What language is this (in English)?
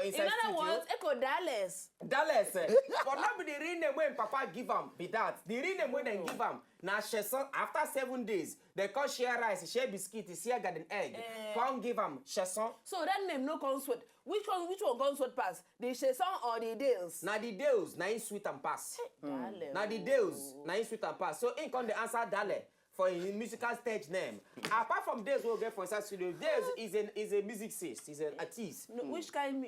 Nigerian Pidgin